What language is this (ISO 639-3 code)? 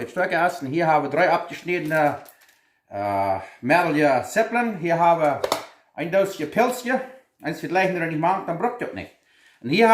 pdt